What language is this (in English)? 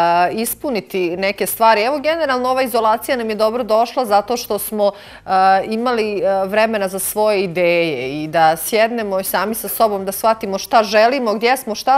Bosnian